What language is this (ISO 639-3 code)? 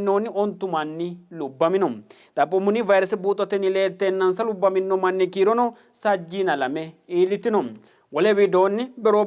sid